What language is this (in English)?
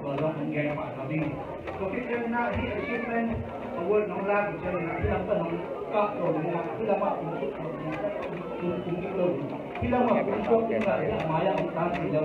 Tedim Chin